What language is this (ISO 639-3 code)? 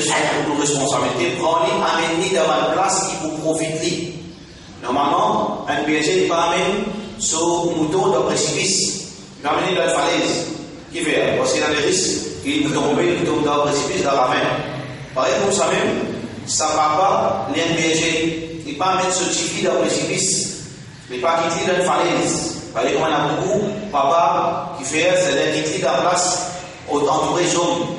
mfe